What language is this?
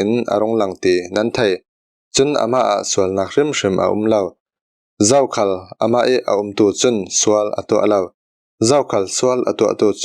Falam Chin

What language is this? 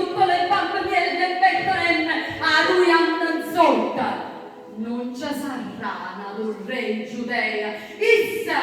Neapolitan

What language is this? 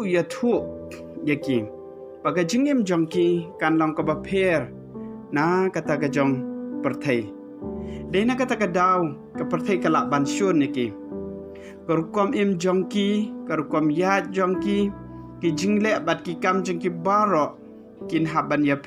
Khasi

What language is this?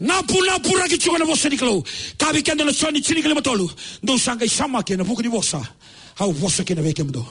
Fijian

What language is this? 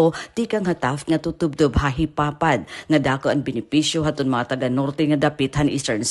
Waray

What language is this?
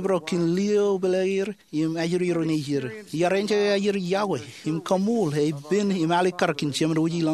Marshallese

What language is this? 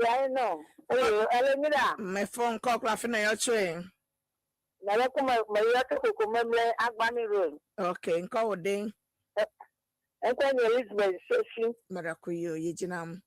Ewe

